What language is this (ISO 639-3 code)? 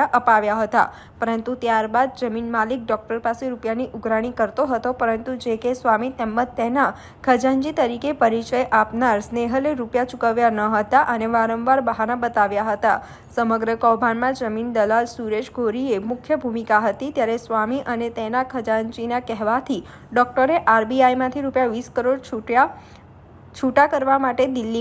guj